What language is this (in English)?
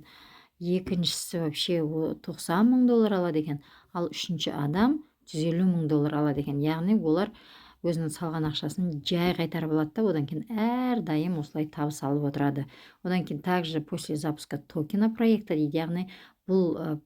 Kazakh